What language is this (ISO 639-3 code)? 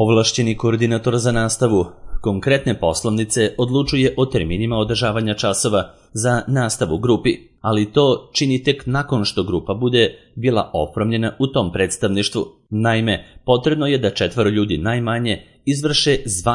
srp